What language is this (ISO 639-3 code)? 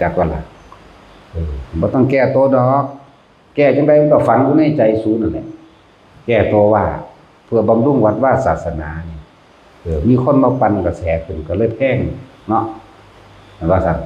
tts